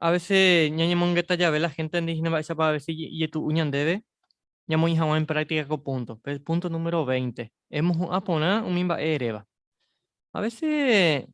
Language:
Guarani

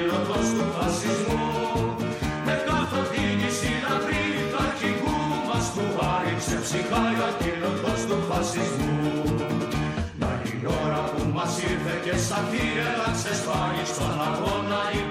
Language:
Greek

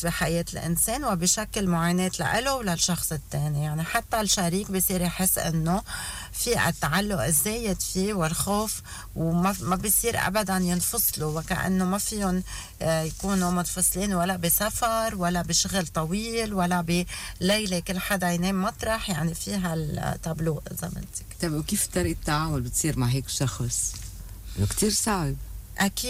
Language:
North Levantine Arabic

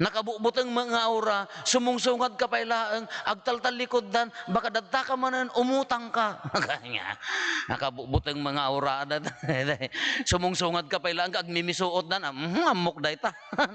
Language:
Iloko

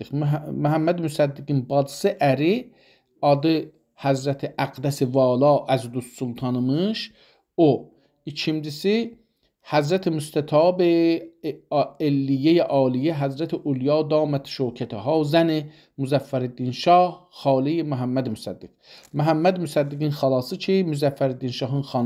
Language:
South Azerbaijani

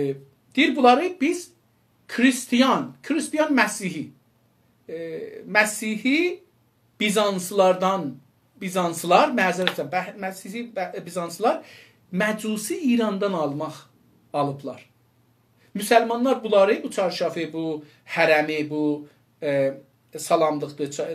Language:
South Azerbaijani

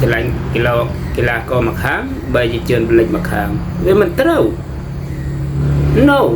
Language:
Khmer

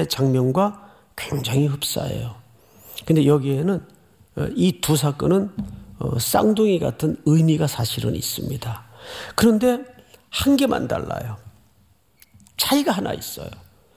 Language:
Korean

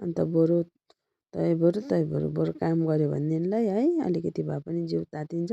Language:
Nepali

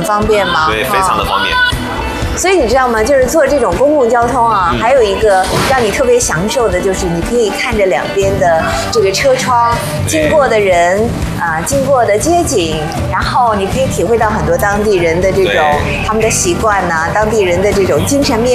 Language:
Chinese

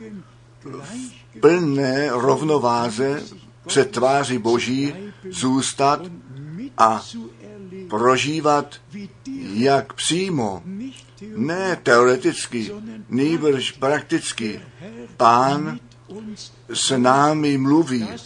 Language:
Czech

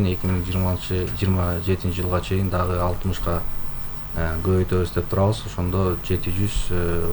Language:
Kyrgyz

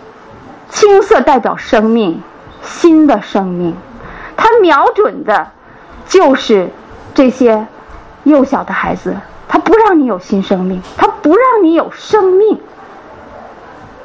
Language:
Chinese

